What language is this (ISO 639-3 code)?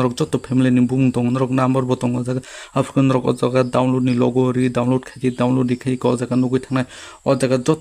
trp